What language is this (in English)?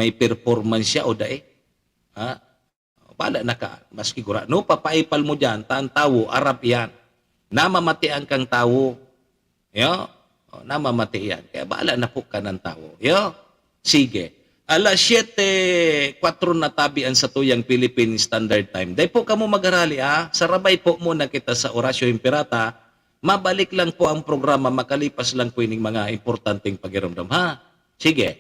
Bikol